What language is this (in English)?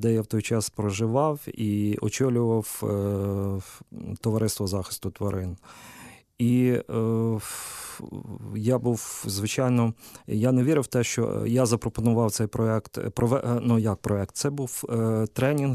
Ukrainian